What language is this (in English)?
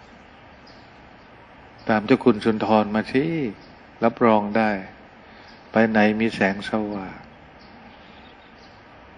Thai